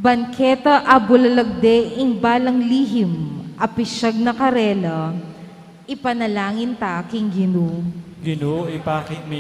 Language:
Pampanga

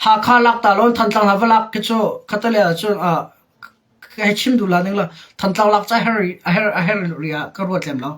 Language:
Hakha Chin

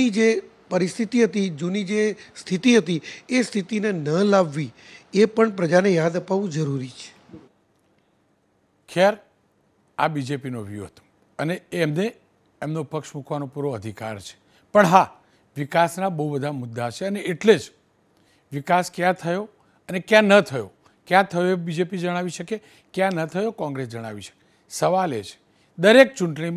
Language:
Gujarati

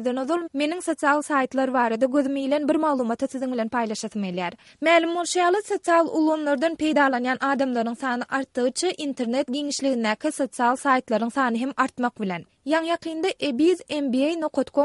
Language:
Turkmen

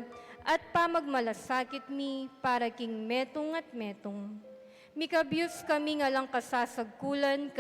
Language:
Pampanga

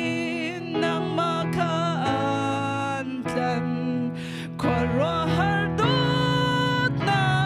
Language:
Hakha Chin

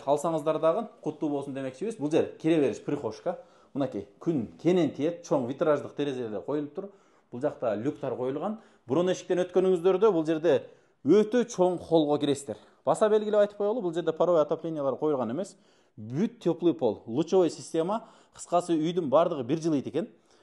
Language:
Kyrgyz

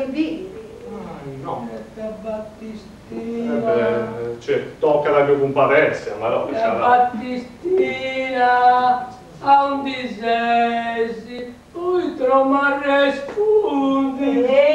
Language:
Sardinian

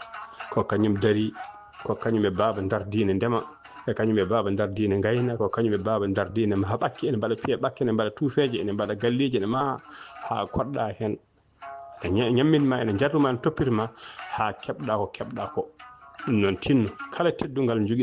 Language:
Fula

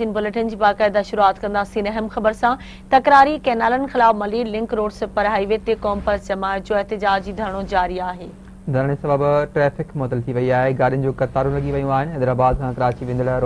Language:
Sindhi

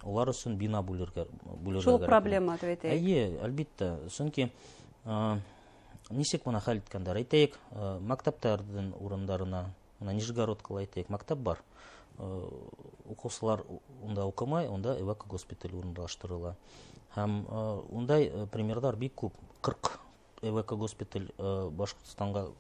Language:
Bashkir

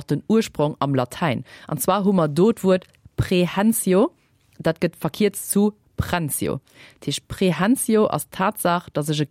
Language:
Luxembourgish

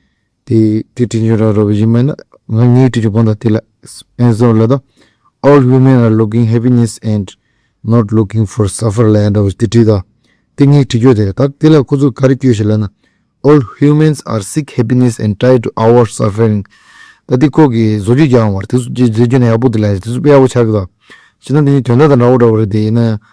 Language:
Tibetan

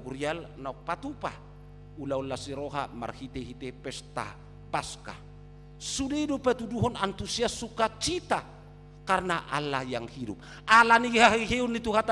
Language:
Batak Toba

